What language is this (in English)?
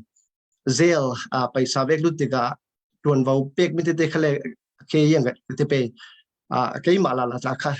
Falam Chin